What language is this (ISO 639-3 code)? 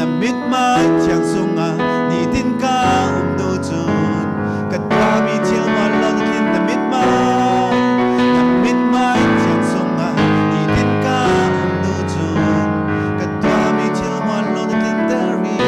cfm